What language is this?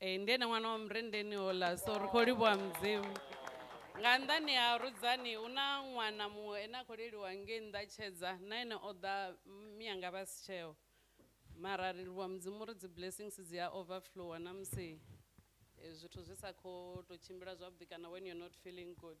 Venda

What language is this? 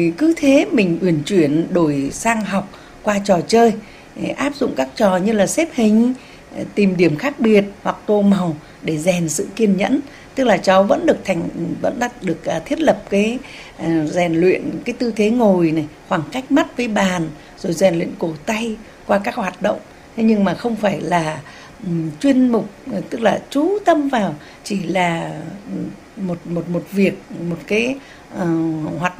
Vietnamese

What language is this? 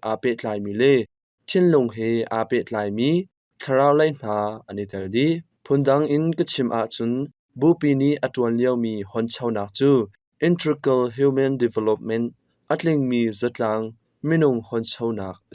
Hakha Chin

